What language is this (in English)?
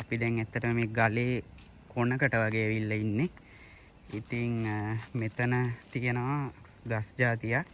Sinhala